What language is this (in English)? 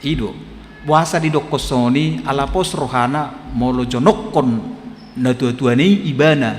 Batak Toba